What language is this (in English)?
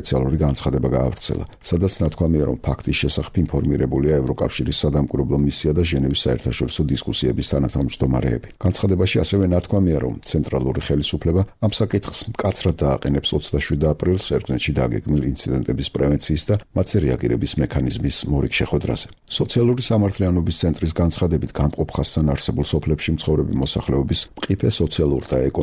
Georgian